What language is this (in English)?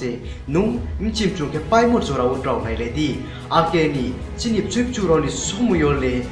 Riang (India)